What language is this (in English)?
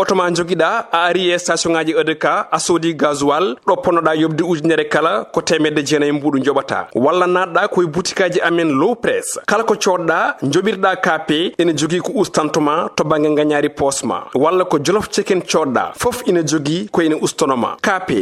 Fula